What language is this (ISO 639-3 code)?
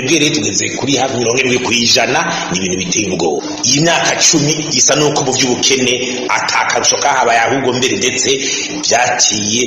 run